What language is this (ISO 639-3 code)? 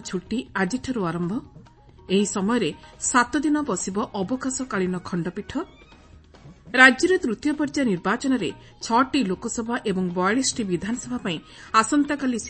ori